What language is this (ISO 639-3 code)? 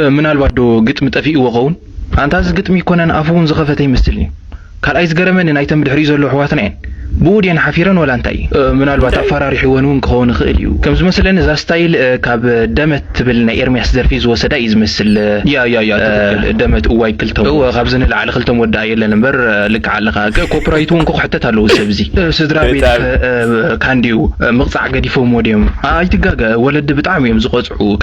tir